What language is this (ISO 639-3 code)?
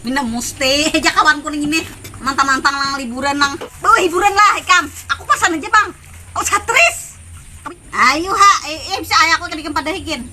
bjn